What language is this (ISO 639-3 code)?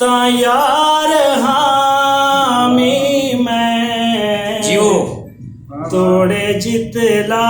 skr